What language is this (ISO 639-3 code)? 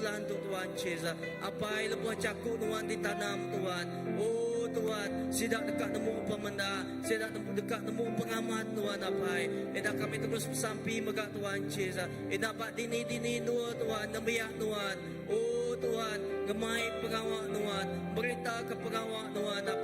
iba